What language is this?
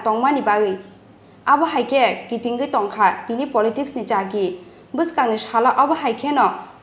Kok Borok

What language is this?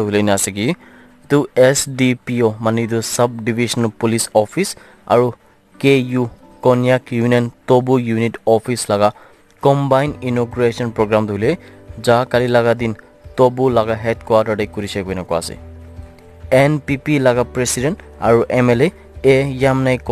Naga Pidgin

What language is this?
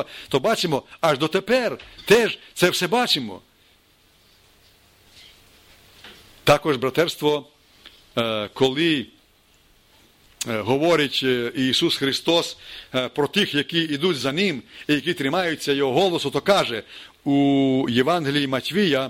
Ukrainian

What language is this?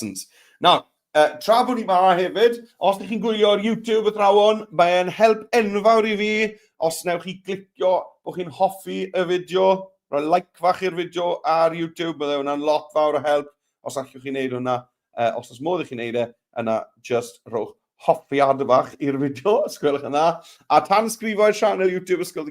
Welsh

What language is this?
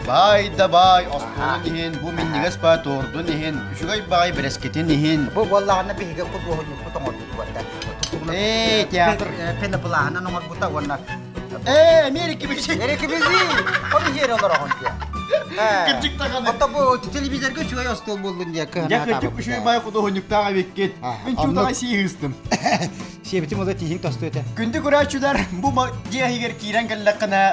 Yakut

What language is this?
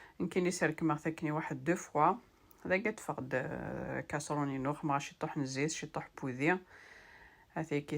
Kabyle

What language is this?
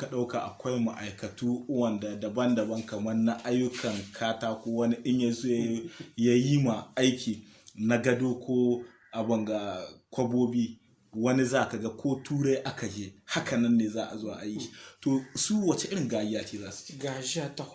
Hausa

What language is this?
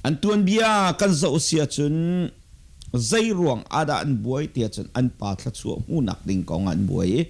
Hakha Chin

